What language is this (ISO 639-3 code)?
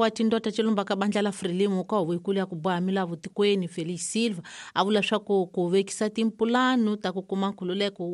tso